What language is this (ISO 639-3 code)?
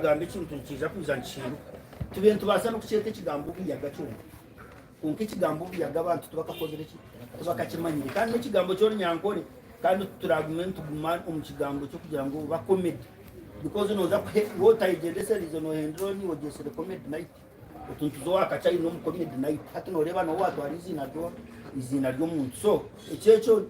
nyn